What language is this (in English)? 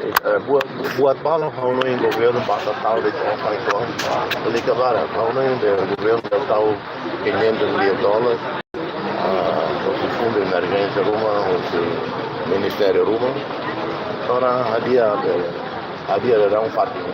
Tetum